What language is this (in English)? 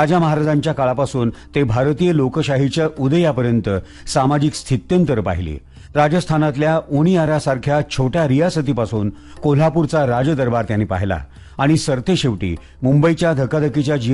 Marathi